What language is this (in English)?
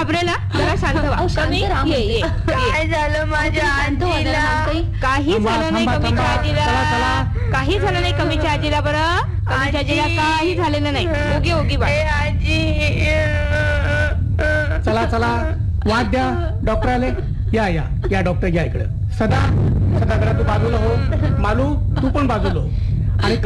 Marathi